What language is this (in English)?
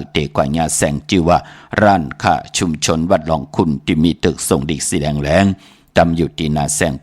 Shan